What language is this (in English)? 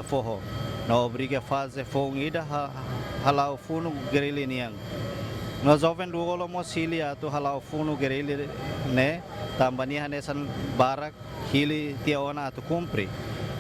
Tetum